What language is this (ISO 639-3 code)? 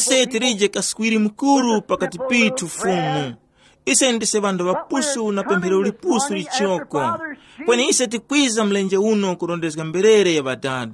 tum